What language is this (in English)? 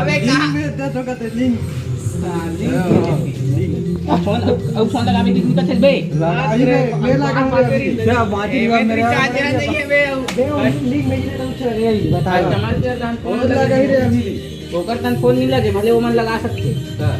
Chhattisgarhi